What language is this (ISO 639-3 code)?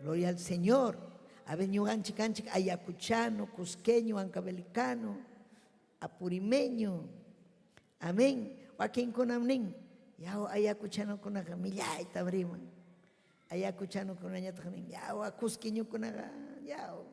quy